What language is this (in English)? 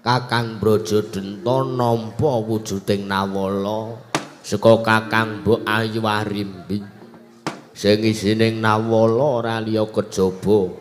Javanese